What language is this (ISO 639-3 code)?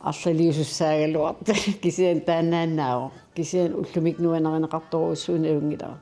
kal